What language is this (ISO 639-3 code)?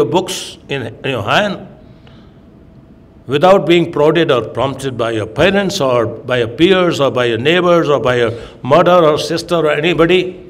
eng